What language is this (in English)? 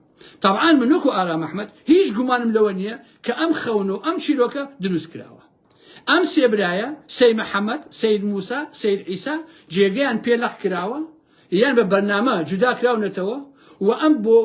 Central Kurdish